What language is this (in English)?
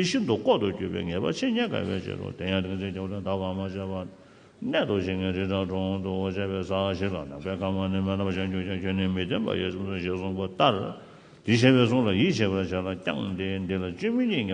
Tibetan